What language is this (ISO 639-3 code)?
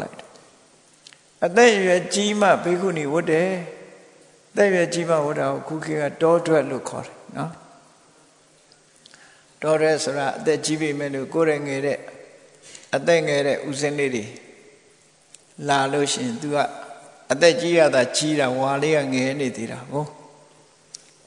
mya